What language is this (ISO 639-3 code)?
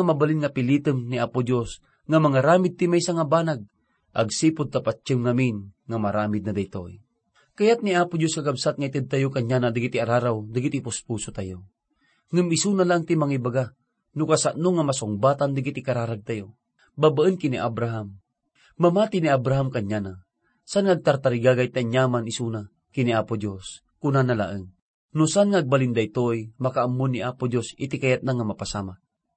ilo